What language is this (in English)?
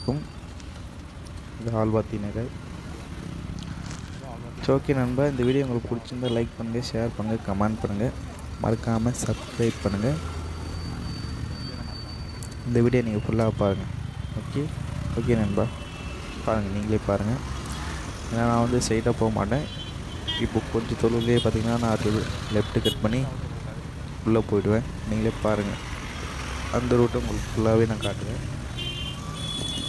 Tamil